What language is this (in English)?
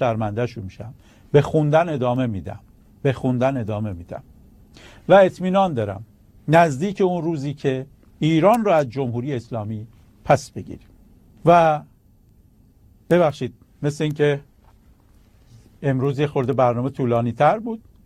Persian